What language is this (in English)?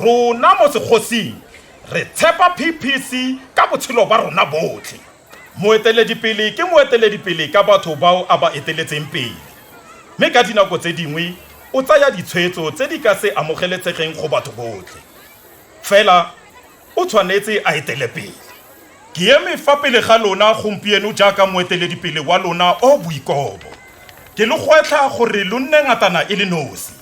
Tswana